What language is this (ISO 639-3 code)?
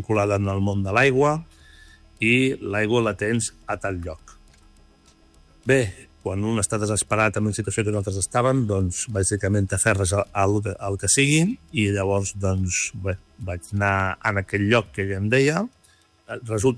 cat